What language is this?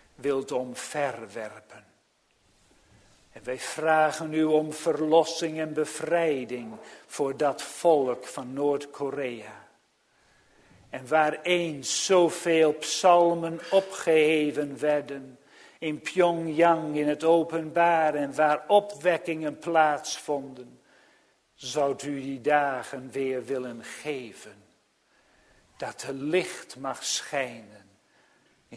Dutch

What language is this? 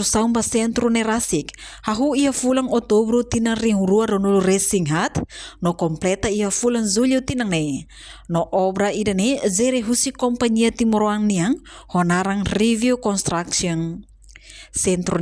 Tetum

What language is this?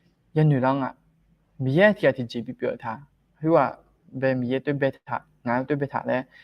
Akha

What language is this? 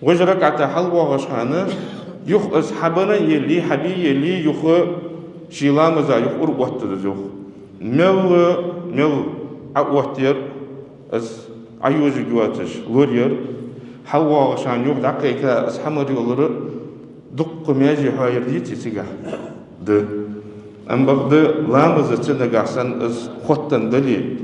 Ingush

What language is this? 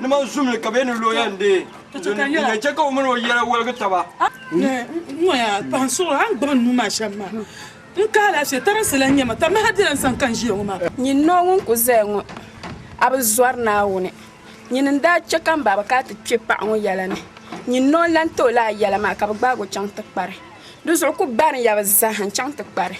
Dagbani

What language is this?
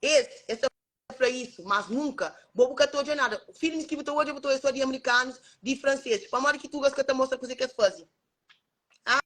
Kabuverdianu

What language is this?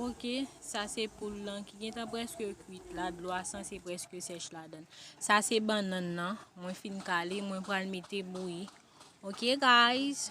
Haitian Creole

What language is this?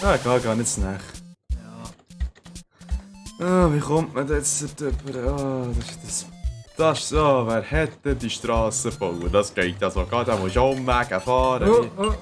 Swiss German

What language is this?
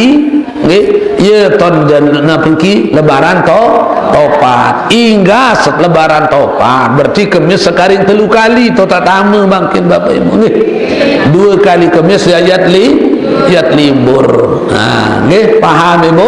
Sasak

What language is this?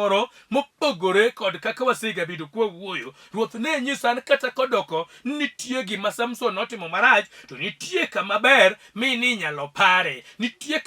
Luo (Kenya and Tanzania)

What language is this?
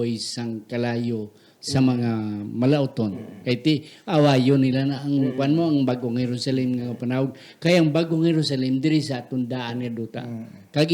Hiligaynon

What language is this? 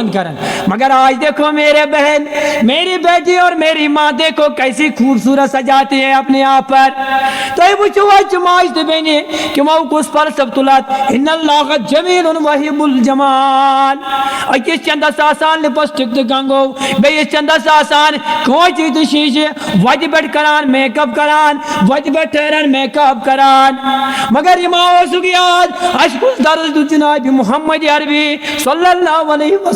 Kashmiri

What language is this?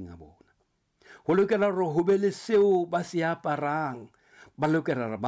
Southern Sotho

